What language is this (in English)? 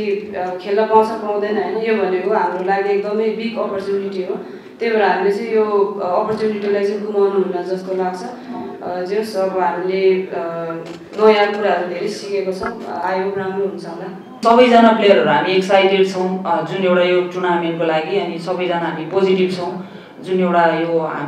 Nepali